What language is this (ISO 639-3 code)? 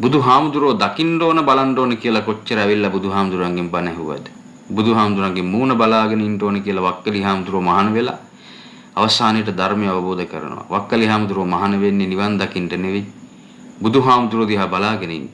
sin